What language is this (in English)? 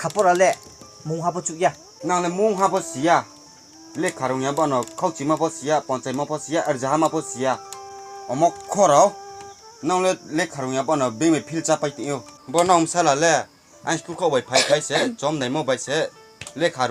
Riang (India)